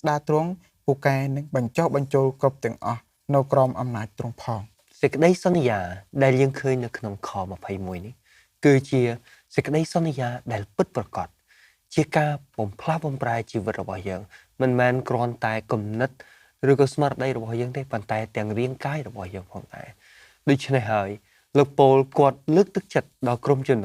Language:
Khmer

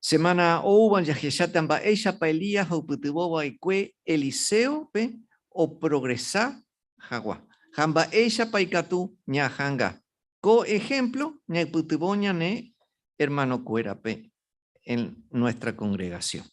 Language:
Guarani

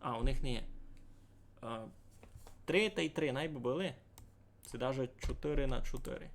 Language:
Rusyn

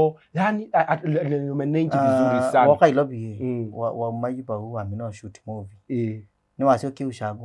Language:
Kamba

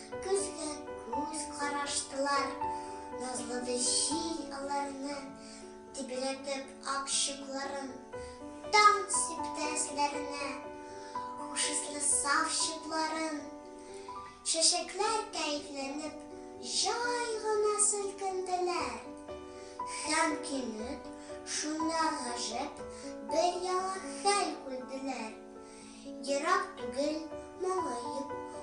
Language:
Tatar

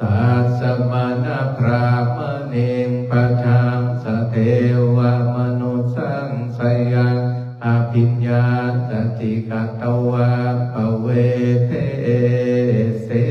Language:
Pali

